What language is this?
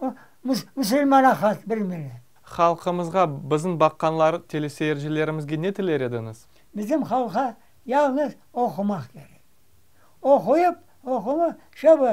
Crimean Tatar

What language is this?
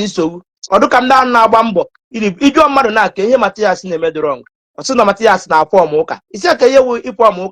Igbo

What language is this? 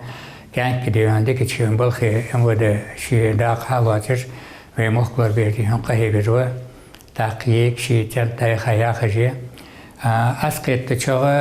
Ingush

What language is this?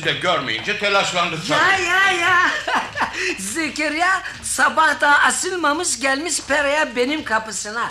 Turkish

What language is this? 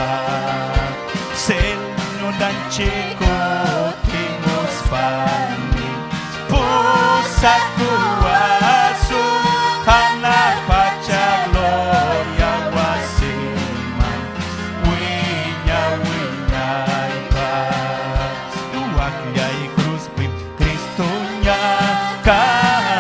Ayacucho Quechua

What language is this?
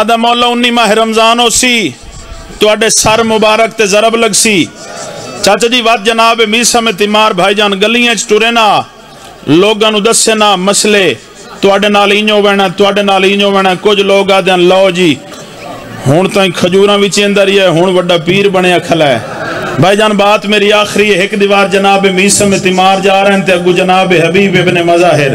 Saraiki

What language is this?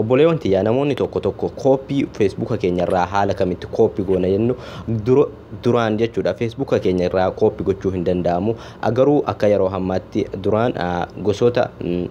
Oromo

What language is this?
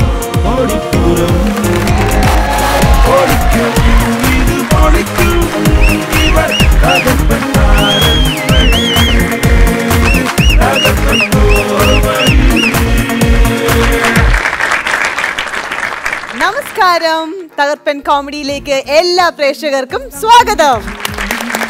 Malayalam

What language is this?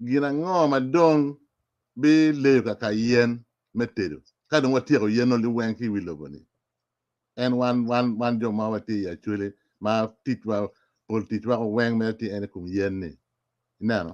Acoli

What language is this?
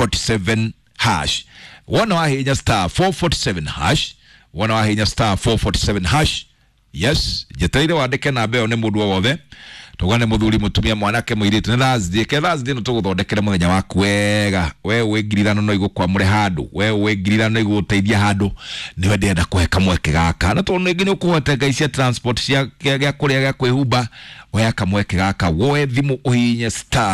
Kikuyu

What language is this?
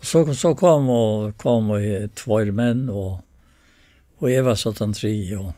Faroese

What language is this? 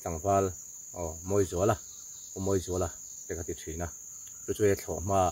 Mizo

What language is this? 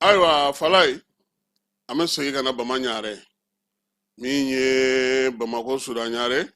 Bambara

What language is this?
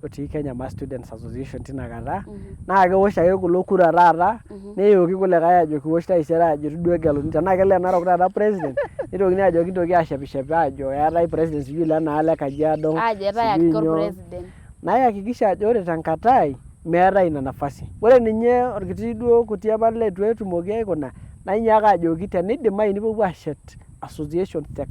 Masai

